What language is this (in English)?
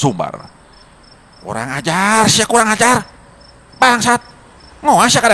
Sundanese